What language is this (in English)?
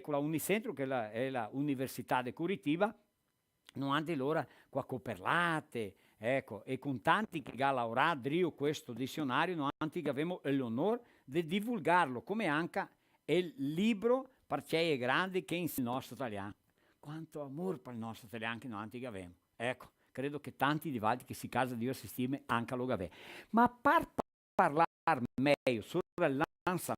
Venetian